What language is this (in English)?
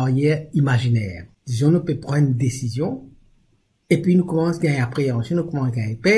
Morisyen